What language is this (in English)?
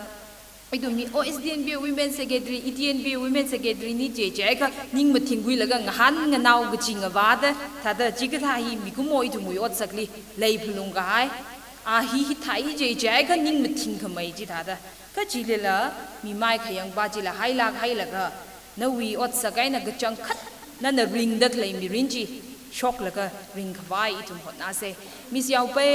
Tangkhul Naga (India)